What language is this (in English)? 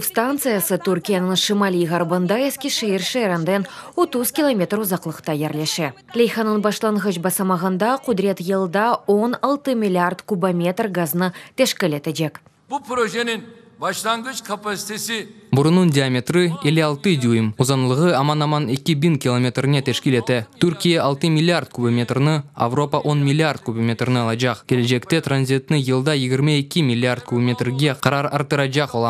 Crimean Tatar